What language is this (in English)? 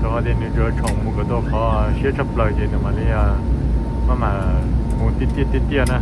Hmong